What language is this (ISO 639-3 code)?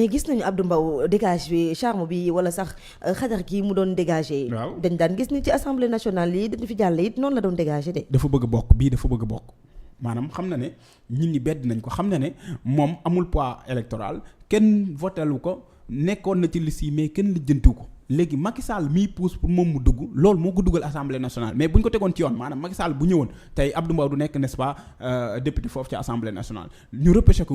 wol